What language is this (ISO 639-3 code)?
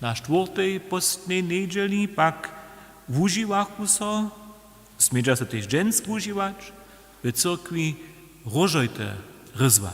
hsb